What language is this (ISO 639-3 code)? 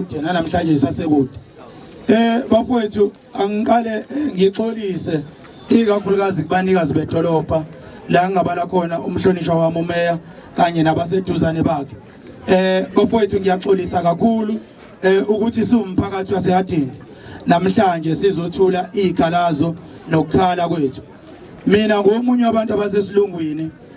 zul